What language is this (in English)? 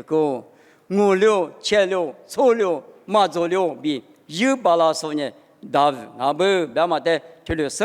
Lisu